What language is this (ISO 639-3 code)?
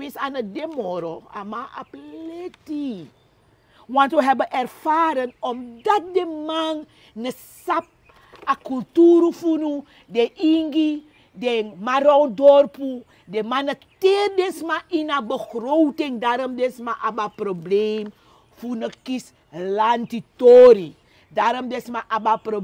srn